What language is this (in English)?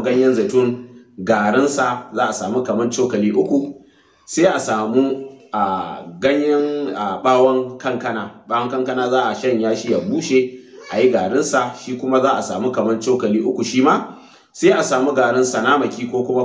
Hausa